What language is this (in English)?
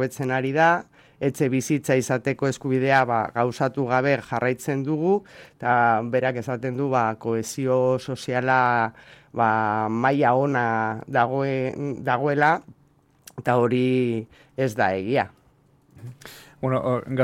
Basque